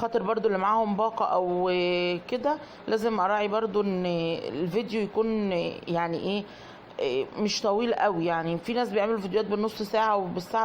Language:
Egyptian Arabic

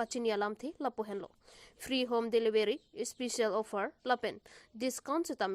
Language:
Karbi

